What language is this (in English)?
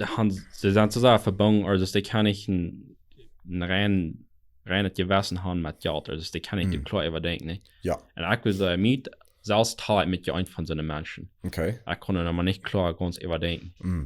Plautdietsch